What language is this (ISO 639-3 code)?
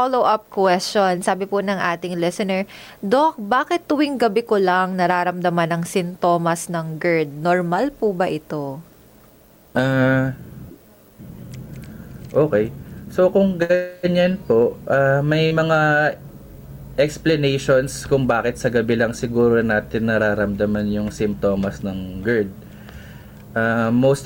fil